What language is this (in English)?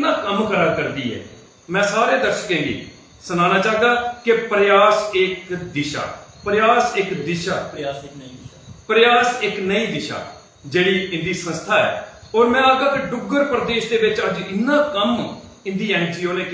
Dogri